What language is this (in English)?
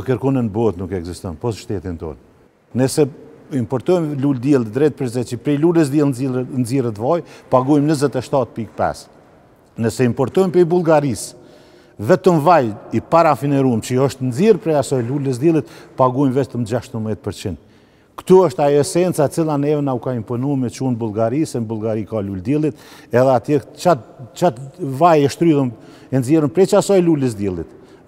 Albanian